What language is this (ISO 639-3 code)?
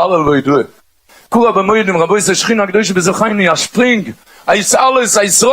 yid